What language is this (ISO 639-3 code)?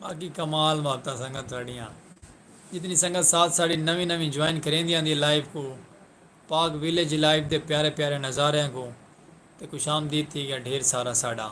skr